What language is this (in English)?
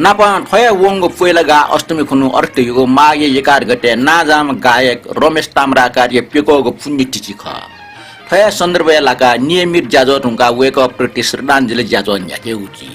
Newari